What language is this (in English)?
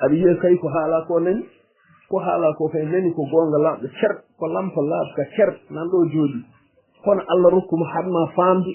Fula